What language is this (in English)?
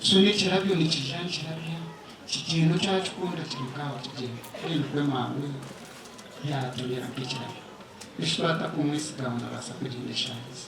Nyankole